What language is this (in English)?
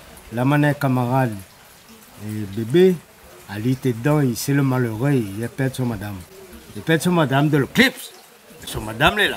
Réunion Creole French